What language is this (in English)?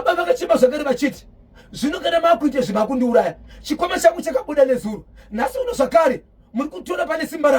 Shona